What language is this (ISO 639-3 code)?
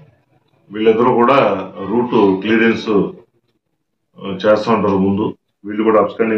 tel